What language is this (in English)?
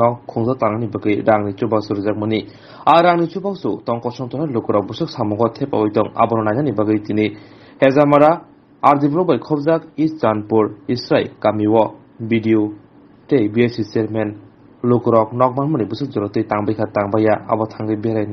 Kok Borok